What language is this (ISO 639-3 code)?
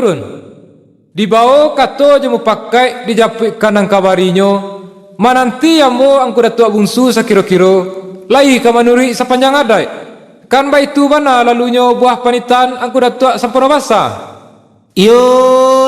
min